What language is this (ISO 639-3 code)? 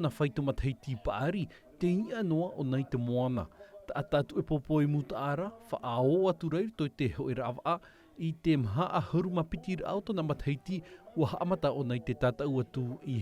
tah